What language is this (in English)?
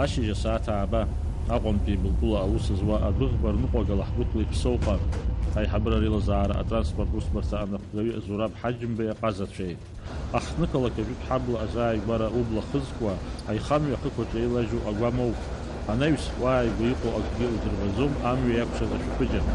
Abkhazian